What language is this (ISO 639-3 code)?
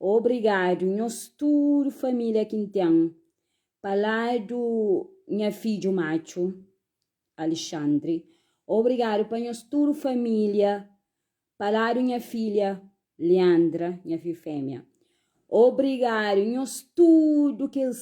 kea